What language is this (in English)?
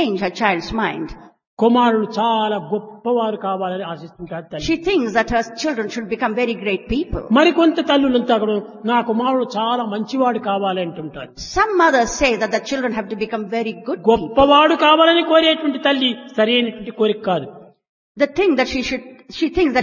Telugu